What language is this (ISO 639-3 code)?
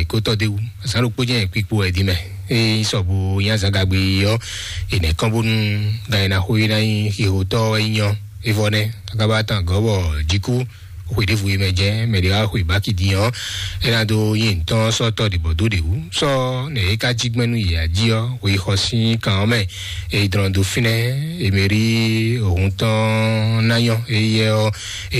fon